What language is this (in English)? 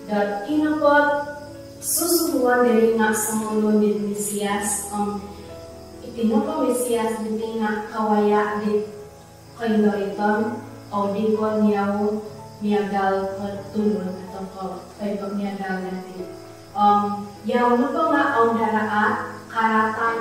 Central Dusun